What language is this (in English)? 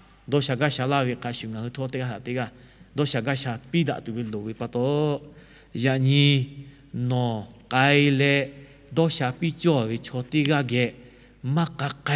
Lahu